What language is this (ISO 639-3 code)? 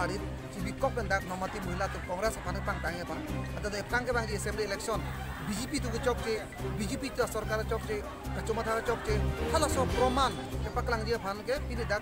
mjw